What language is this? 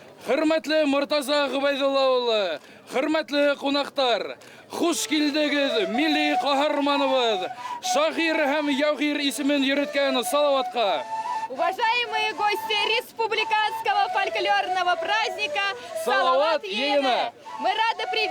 Bashkir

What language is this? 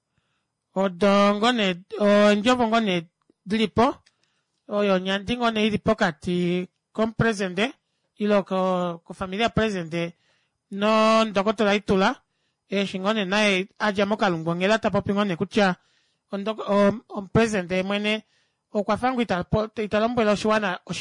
Kuanyama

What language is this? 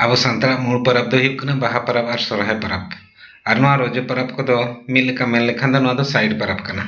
Santali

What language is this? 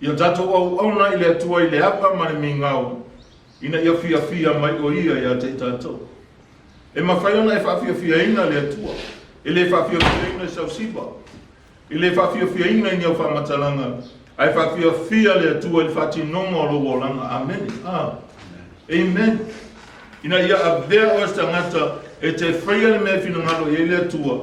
Samoan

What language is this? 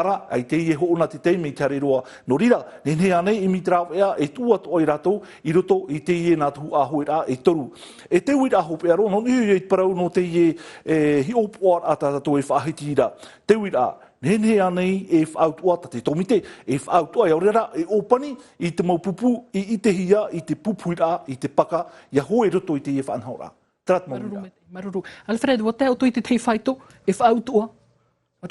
Tahitian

